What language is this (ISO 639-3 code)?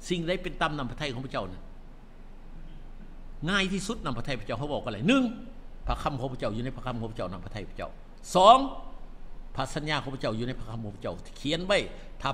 tha